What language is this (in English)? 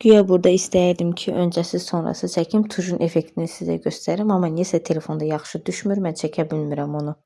Azerbaijani